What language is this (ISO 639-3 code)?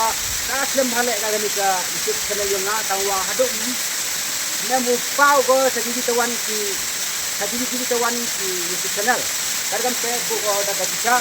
kha